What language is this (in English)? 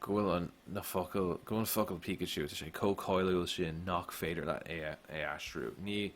Irish